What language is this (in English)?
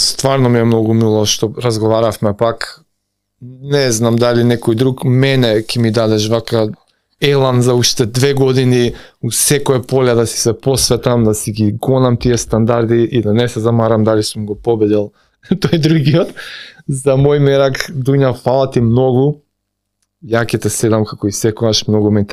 Macedonian